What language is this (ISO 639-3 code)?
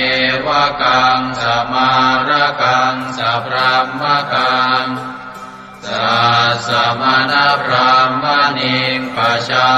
pli